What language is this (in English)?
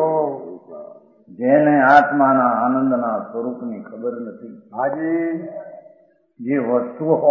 Gujarati